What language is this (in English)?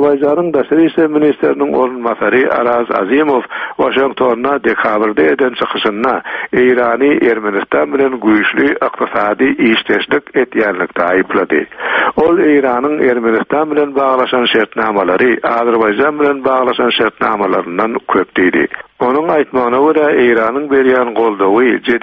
Turkmen